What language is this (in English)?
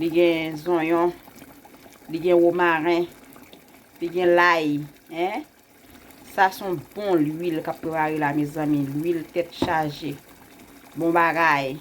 Haitian Creole